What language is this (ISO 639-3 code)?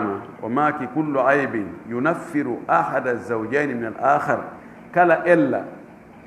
ful